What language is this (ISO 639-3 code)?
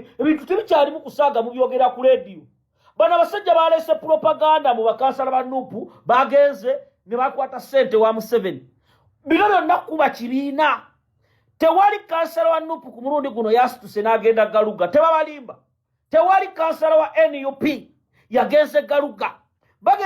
lug